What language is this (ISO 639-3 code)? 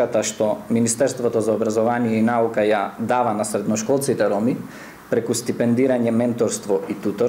mkd